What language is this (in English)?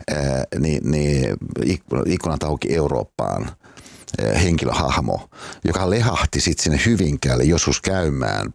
Finnish